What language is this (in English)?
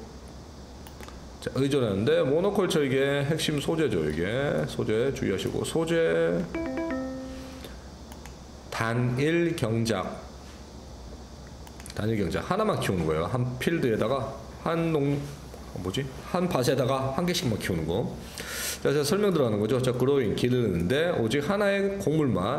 Korean